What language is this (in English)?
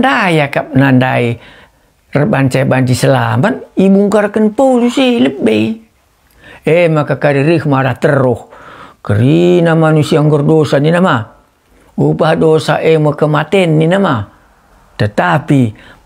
Batak Karo